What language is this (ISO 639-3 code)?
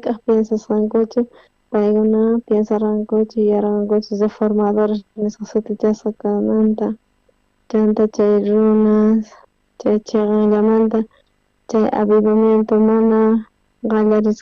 quh